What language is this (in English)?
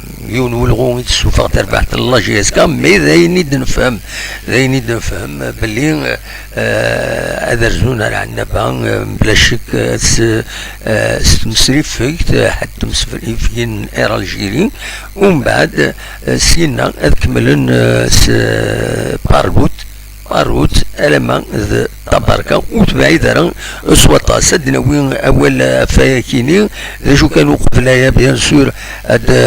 Kabyle